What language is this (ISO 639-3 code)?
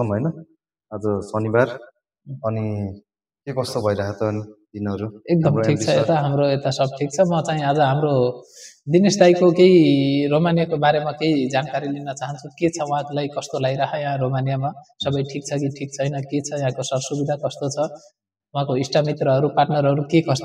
nep